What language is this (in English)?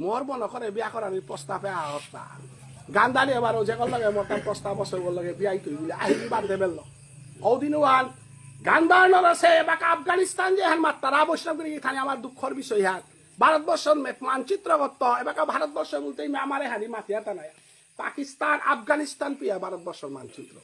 Bishnupriya